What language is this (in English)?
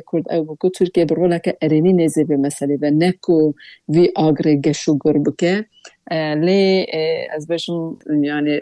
Kurdish